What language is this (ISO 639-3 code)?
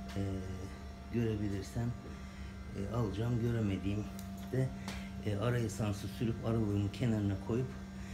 tur